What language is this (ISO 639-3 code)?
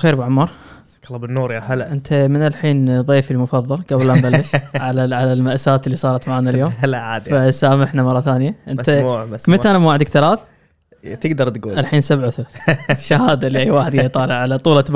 afb